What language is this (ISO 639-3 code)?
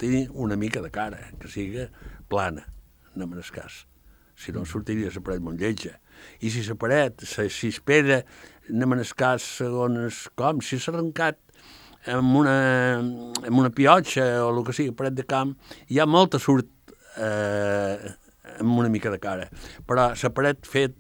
cat